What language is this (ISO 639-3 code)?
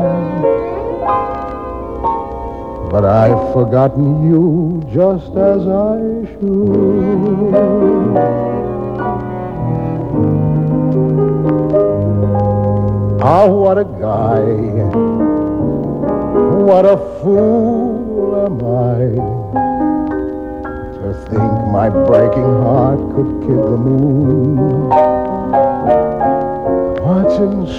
eng